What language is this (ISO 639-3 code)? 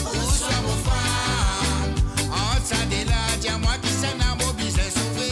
mfe